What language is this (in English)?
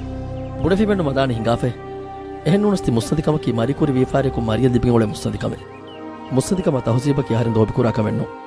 Divehi